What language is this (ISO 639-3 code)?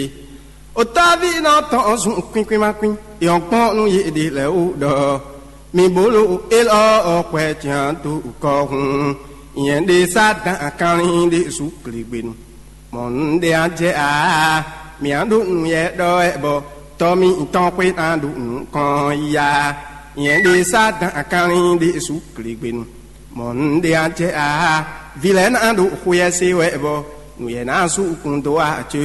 fon